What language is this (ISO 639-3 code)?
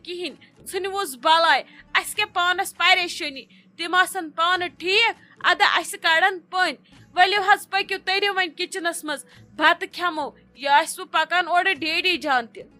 kas